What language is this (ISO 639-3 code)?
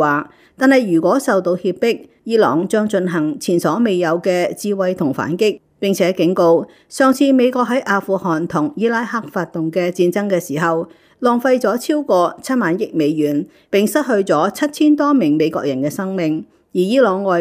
yue